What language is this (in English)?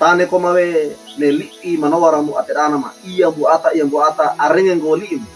Wejewa